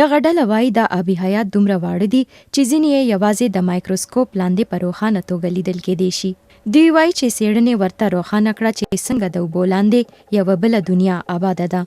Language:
Pashto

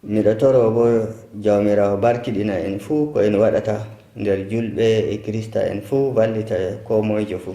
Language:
Nigerian Fulfulde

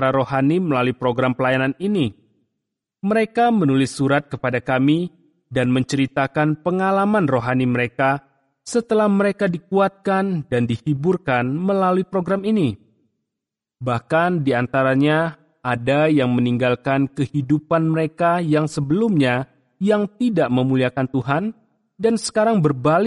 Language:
Indonesian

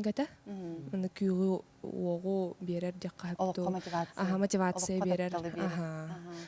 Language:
Yakut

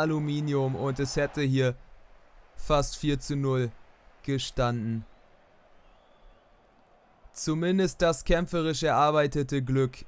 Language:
German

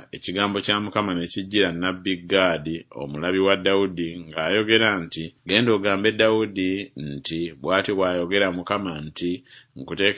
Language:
Ganda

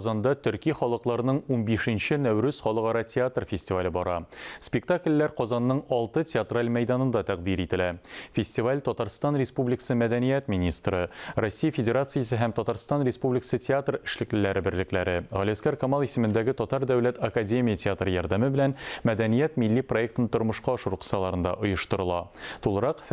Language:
Tatar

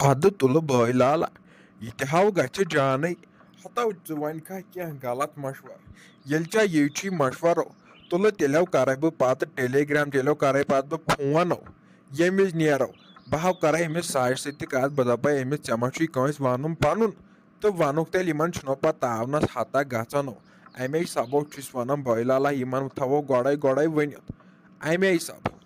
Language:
Kashmiri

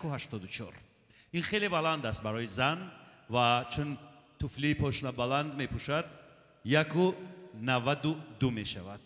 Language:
Tajik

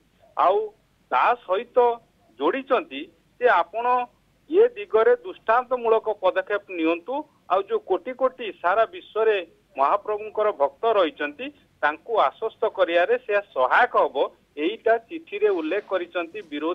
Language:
Odia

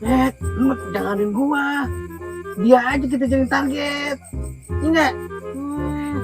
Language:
Betawi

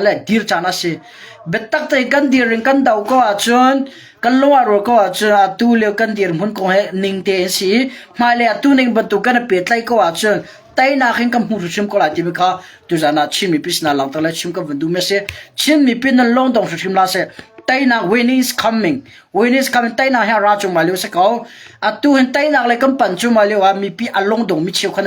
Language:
Hakha Chin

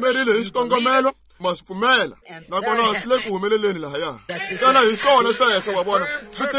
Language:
Tsonga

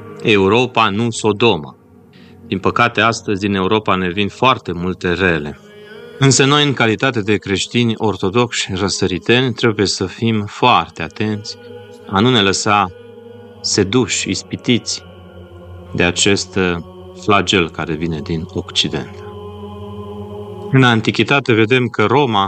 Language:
Romanian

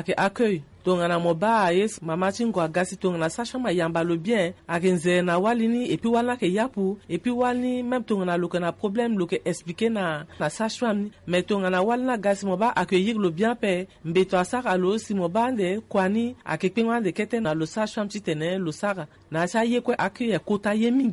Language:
Sango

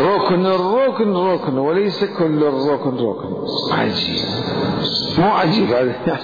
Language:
Mesopotamian Arabic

